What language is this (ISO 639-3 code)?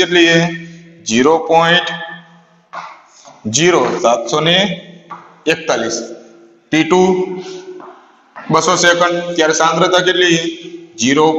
guj